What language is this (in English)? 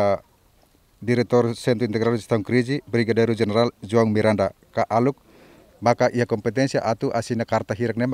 Tetum